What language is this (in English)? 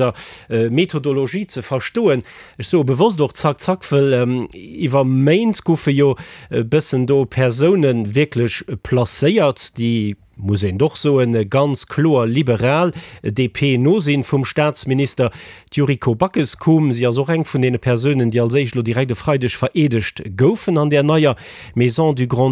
Luxembourgish